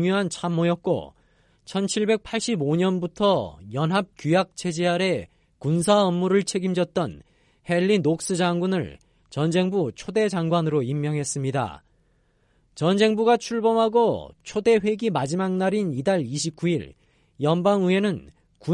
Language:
Korean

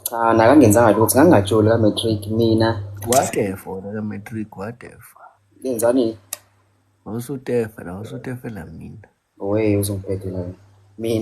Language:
Zulu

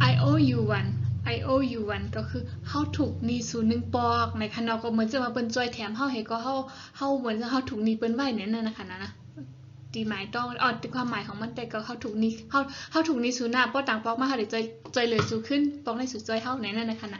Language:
Shan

